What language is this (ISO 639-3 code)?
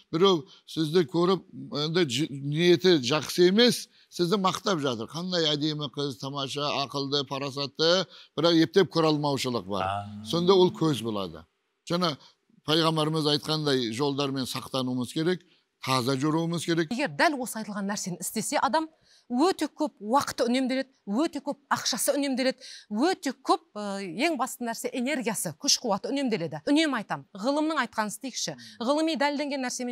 kaz